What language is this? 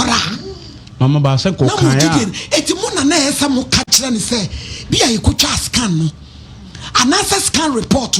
Akan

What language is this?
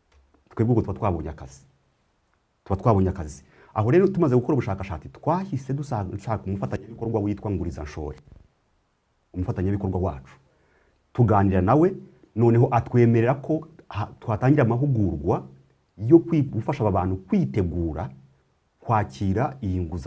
Kinyarwanda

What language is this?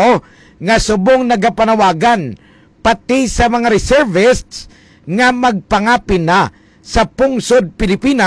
Hiligaynon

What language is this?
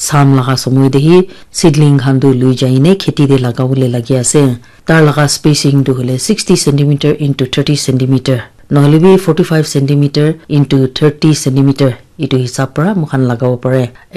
Naga Pidgin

